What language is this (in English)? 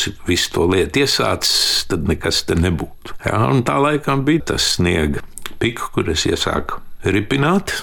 Latvian